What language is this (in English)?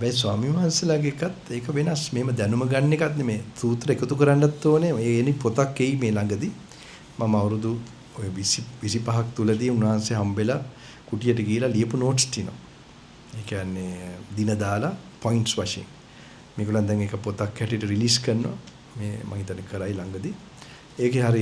Sinhala